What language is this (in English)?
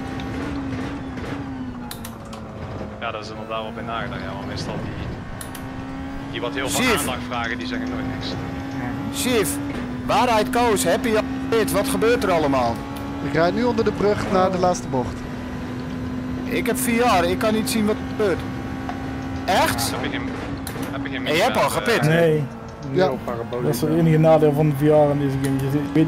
Dutch